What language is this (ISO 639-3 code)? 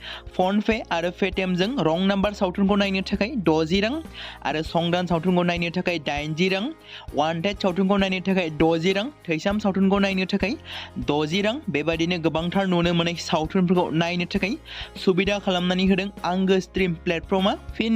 brx